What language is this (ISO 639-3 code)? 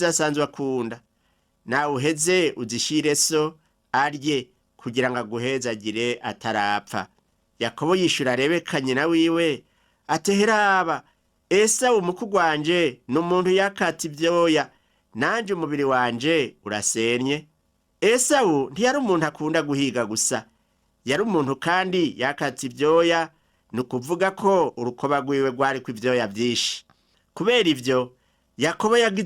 run